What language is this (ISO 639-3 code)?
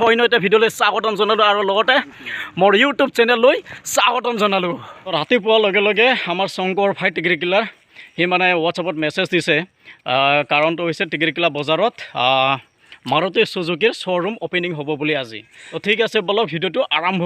asm